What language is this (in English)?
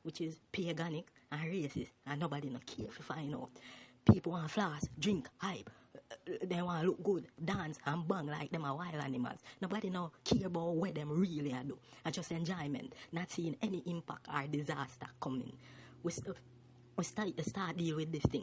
Jamaican Creole English